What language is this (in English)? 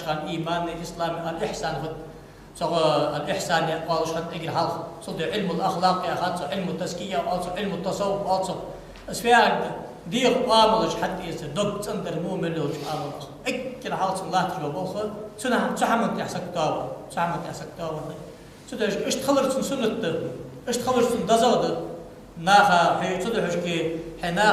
Ingush